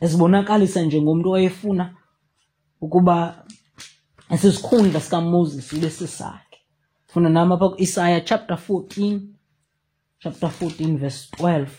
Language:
Xhosa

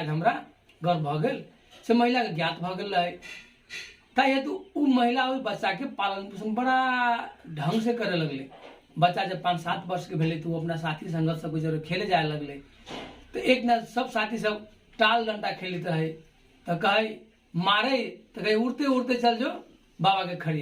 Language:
Maithili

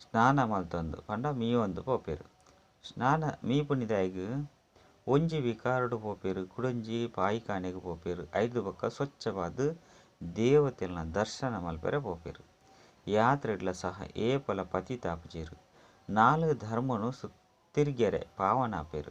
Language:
Tulu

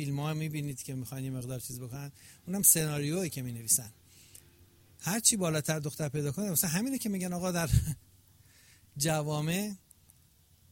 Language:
Persian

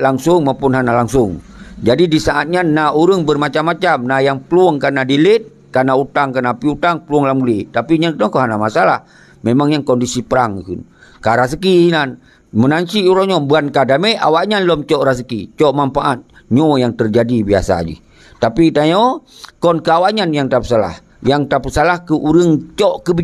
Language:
Achinese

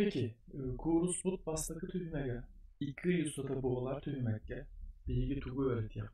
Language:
Yakut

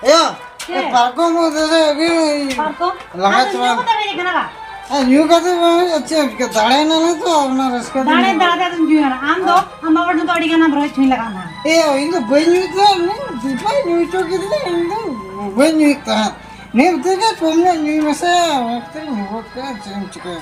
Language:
Santali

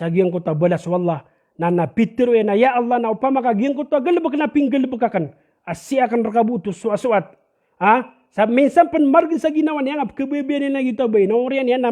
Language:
Maranao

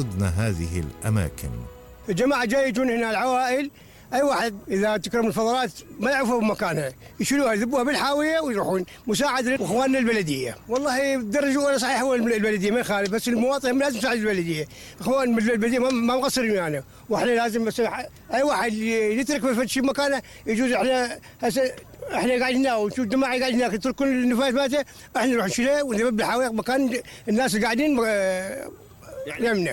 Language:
Mesopotamian Arabic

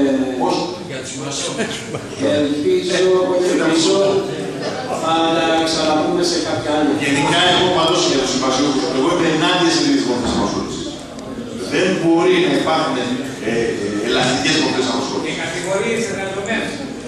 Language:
Greek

